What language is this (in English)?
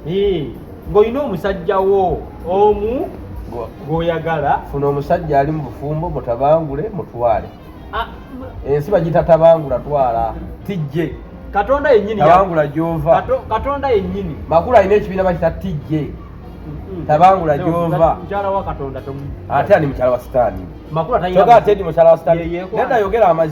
Ganda